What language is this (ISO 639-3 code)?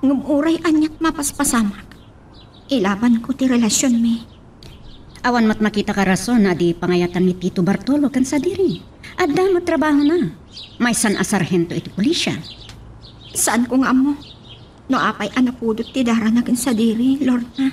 ilo